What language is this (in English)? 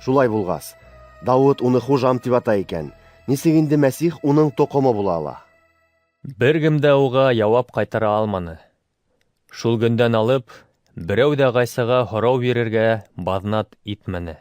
Bashkir